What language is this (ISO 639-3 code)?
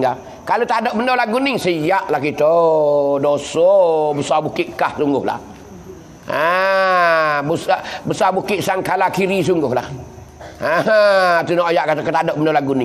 mfa